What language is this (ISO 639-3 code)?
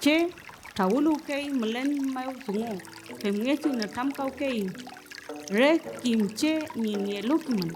arn